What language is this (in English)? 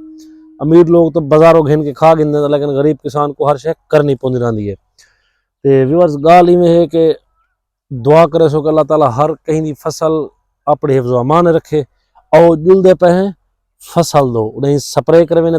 Saraiki